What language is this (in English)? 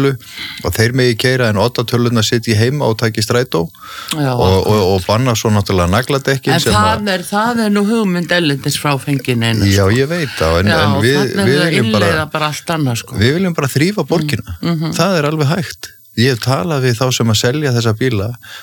Icelandic